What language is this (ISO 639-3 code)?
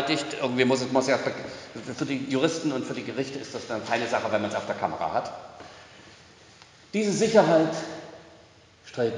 deu